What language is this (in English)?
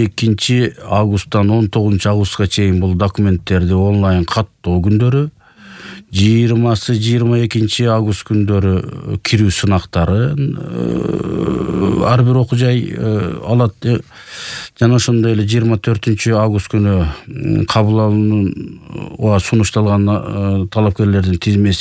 Kyrgyz